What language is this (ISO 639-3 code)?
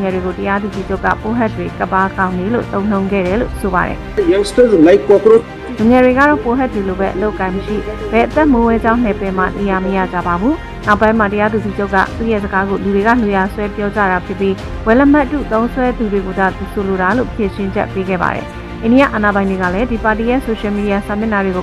mya